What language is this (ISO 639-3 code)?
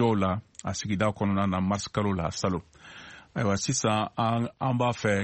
bam